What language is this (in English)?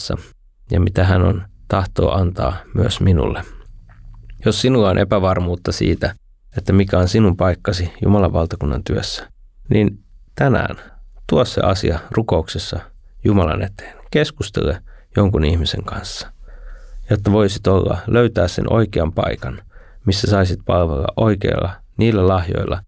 Finnish